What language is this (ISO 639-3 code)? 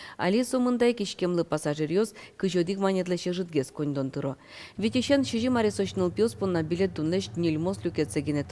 udm